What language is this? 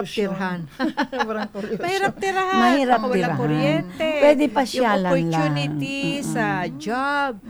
Filipino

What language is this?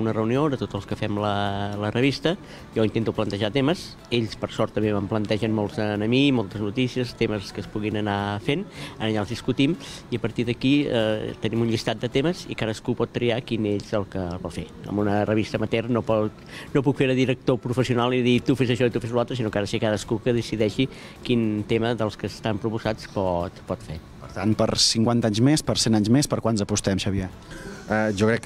Catalan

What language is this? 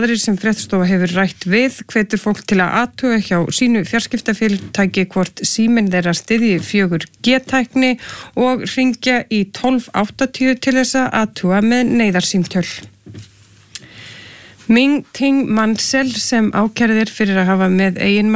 Icelandic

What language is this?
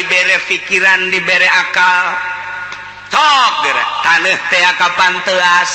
Sundanese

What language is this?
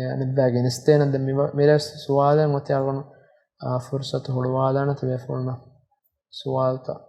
Divehi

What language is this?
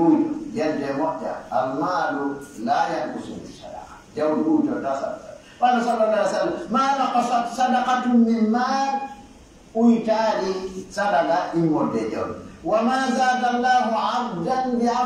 Pular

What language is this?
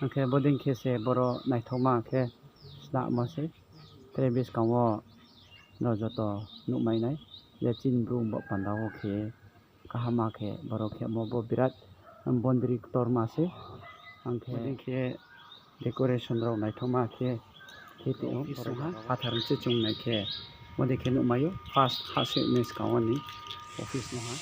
Riang (India)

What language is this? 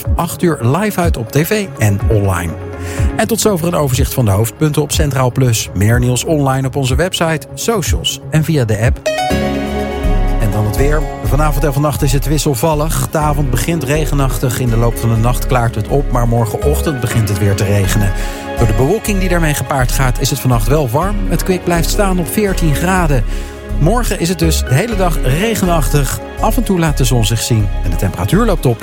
Dutch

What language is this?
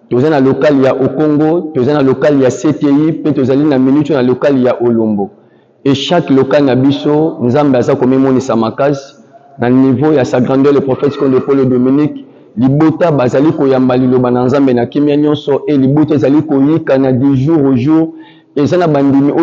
Lingala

